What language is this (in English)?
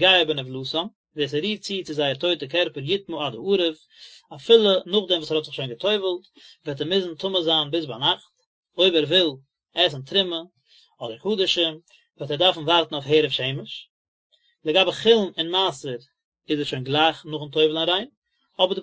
Yiddish